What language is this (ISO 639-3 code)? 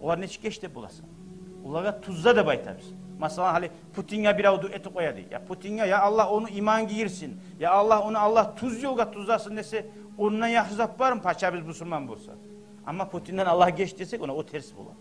kum